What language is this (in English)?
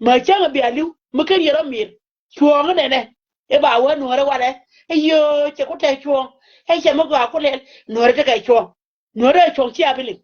Nuer